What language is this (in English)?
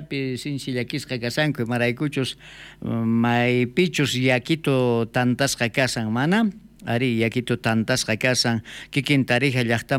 South Bolivian Quechua